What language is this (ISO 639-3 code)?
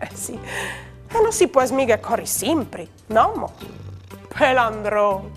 fur